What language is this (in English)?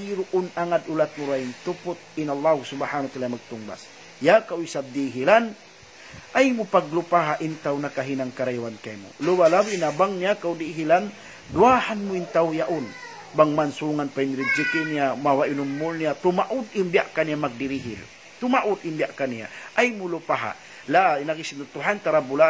Tausug